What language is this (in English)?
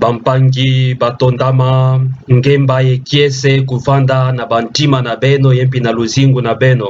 Kituba (Democratic Republic of Congo)